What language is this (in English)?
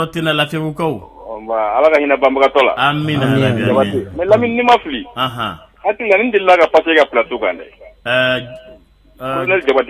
Bambara